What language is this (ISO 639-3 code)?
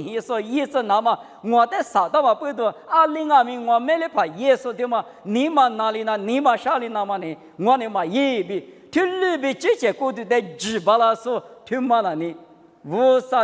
lis